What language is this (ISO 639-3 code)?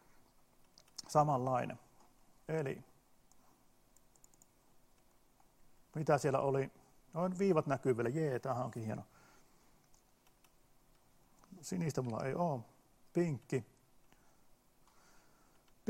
fin